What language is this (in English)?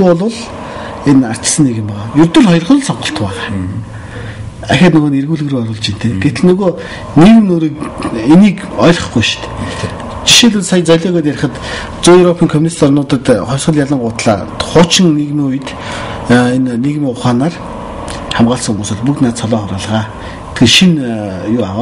Mongolian